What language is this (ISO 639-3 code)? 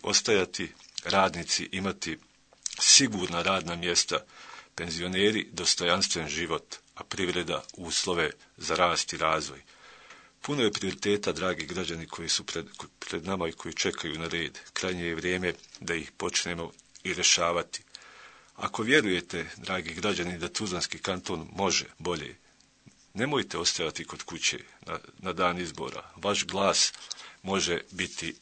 bos